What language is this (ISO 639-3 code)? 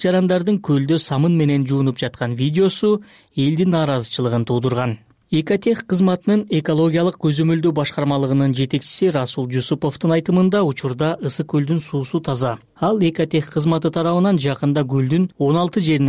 kir